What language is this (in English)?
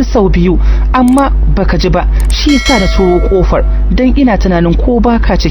Hausa